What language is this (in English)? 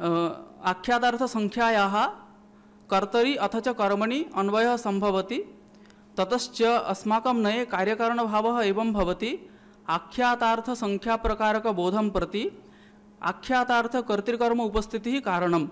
Sanskrit